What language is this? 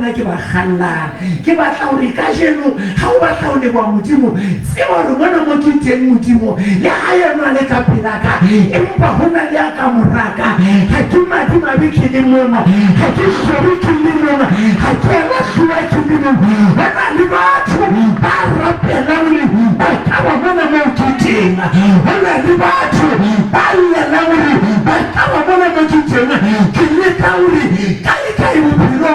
Southern Sotho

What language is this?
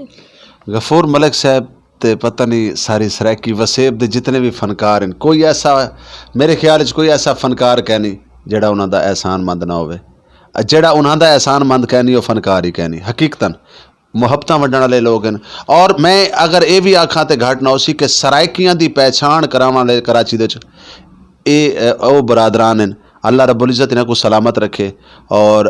Saraiki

